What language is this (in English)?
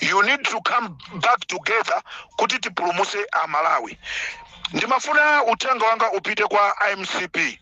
Nyanja